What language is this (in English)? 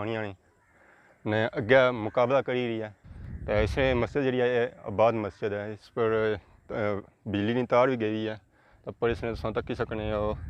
Pahari-Potwari